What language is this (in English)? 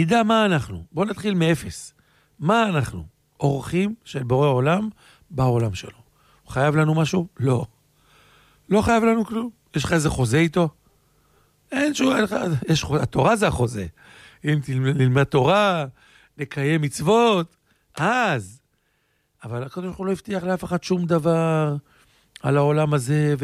Hebrew